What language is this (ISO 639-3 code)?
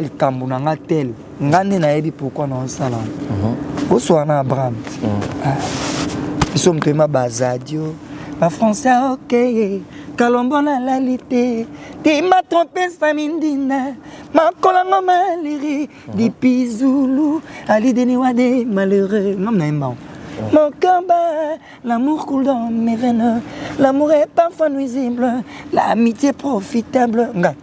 lin